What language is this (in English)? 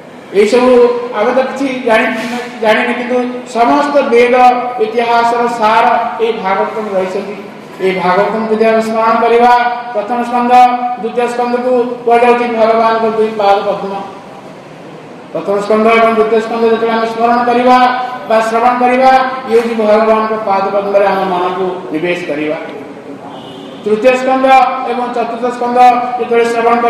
Odia